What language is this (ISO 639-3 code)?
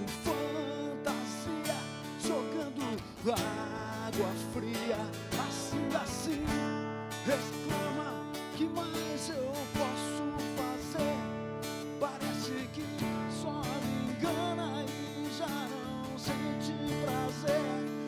por